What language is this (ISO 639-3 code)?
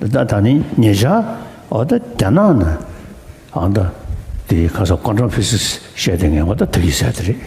bod